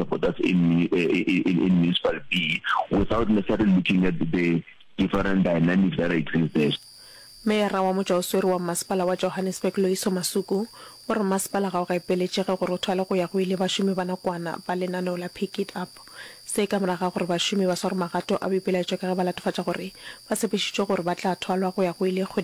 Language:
Northern Sotho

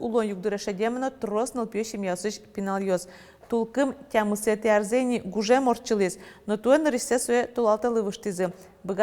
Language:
Udmurt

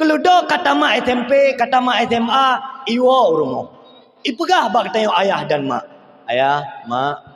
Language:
Achinese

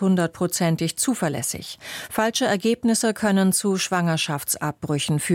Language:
German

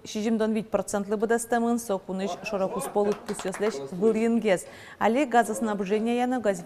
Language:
Udmurt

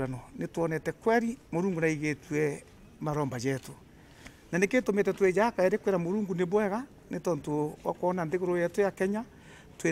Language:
Meru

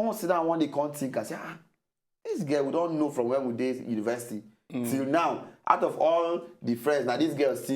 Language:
Nigerian Pidgin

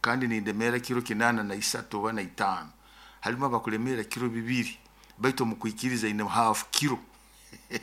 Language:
Nyoro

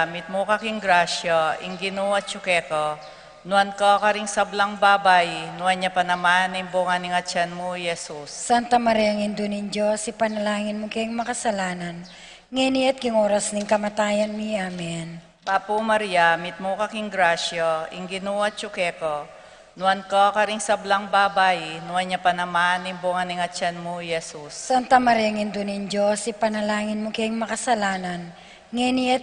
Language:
Pampanga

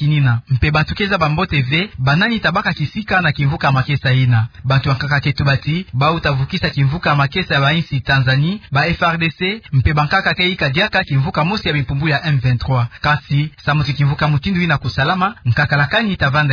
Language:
Kituba (Democratic Republic of Congo)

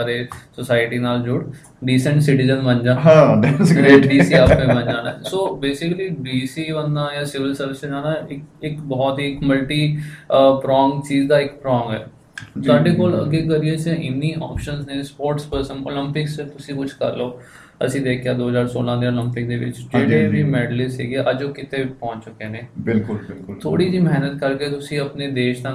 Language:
Punjabi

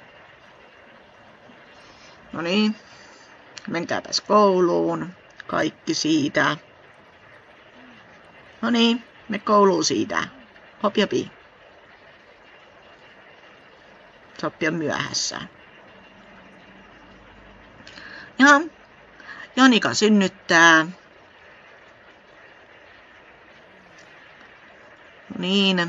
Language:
Finnish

